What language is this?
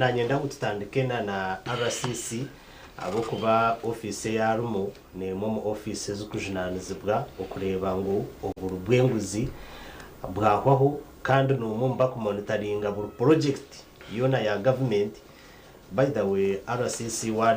Nyankole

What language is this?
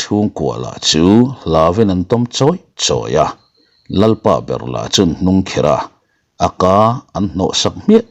Mizo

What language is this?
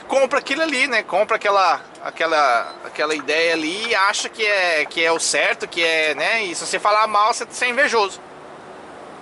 Portuguese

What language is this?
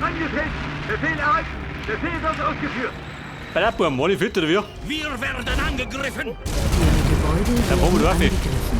Bavarian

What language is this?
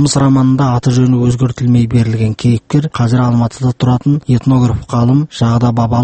Kazakh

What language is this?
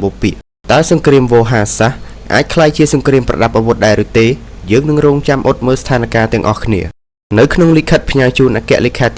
Khmer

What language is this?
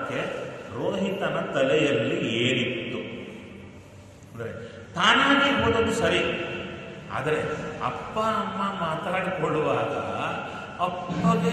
Kannada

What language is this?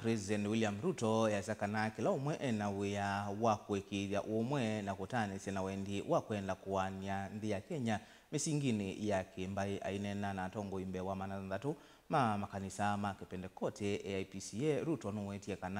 Kamba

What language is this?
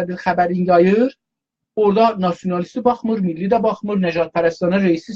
South Azerbaijani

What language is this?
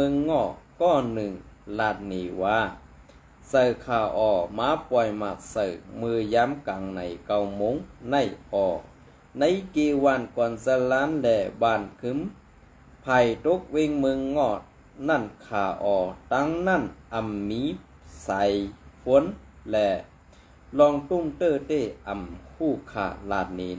Shan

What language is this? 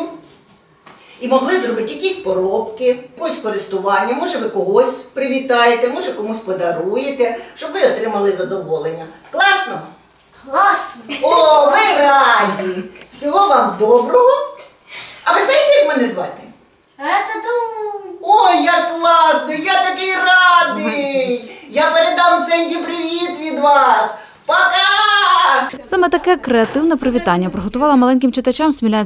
Ukrainian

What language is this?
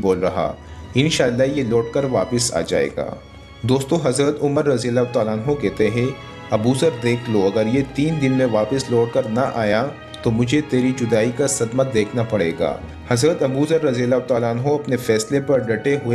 Urdu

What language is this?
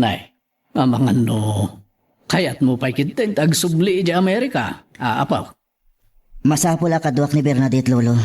Iloko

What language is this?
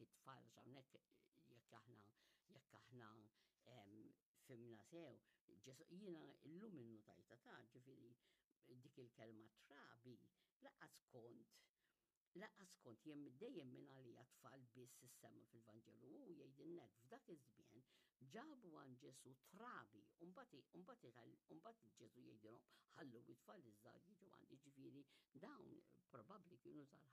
Maltese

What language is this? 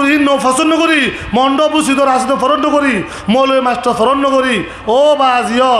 Rohingya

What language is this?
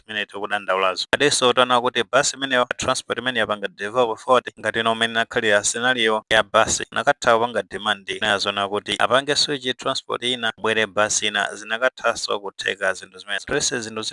Nyanja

